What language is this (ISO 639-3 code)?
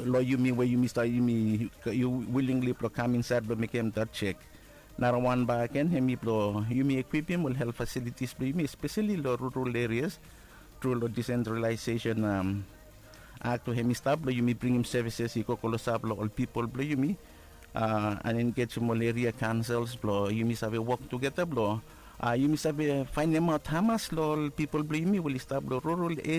bis